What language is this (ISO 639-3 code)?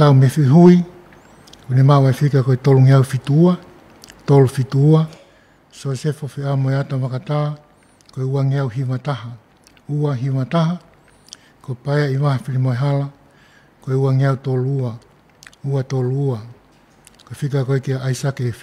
ton